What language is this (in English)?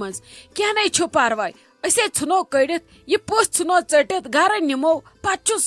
Kashmiri